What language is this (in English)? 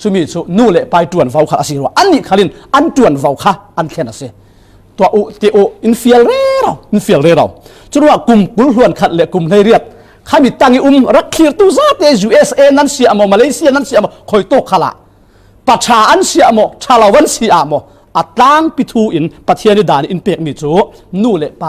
Falam Chin